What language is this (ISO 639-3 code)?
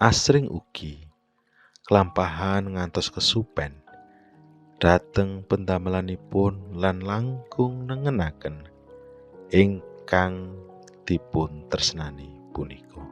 jav